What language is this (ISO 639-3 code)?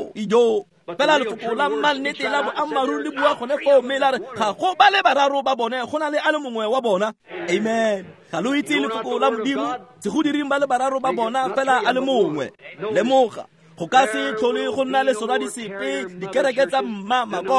tsn